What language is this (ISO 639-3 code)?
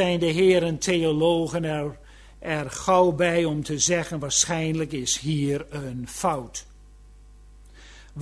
nld